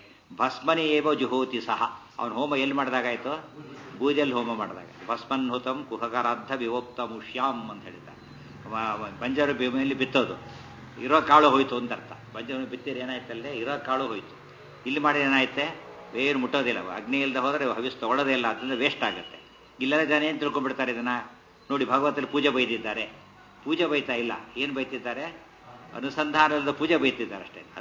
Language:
Kannada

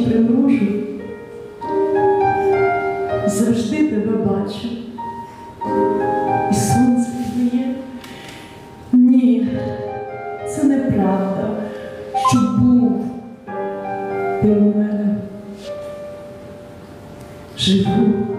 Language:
Ukrainian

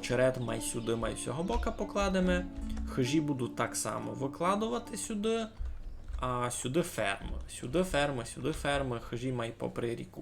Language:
Rusyn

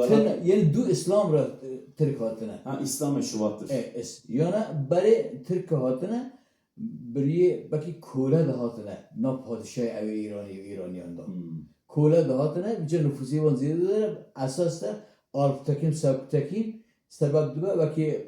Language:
Kurdish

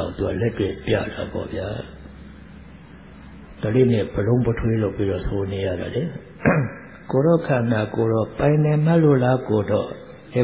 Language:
Burmese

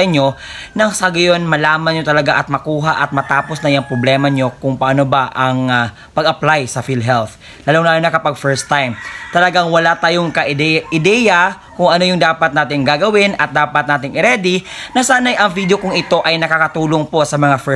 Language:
Filipino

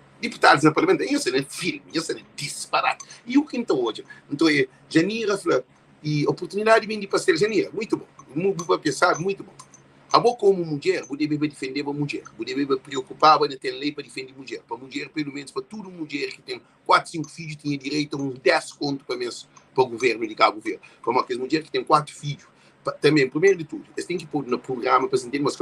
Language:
Kabuverdianu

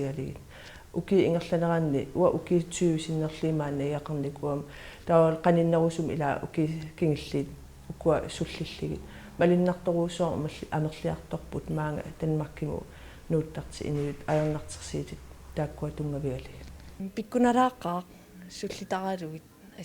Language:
Kalaallisut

